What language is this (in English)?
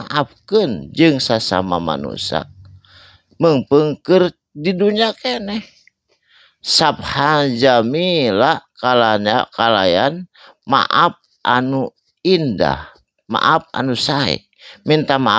Sundanese